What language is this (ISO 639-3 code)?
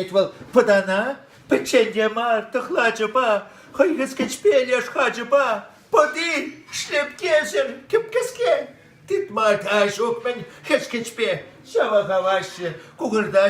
chv